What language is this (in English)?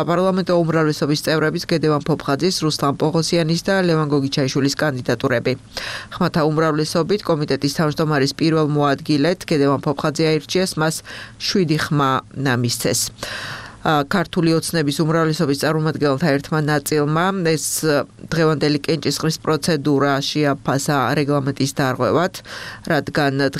Georgian